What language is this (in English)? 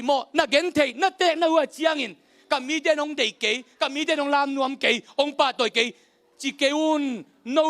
Tedim Chin